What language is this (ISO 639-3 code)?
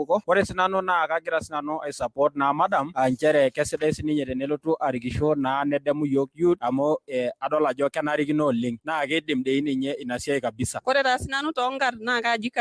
mas